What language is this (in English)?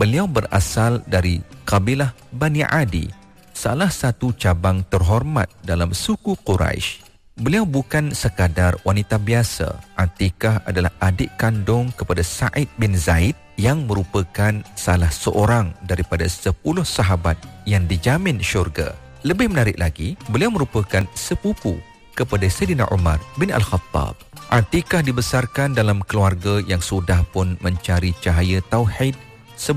Malay